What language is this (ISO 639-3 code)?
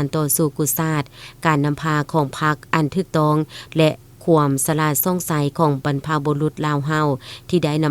lao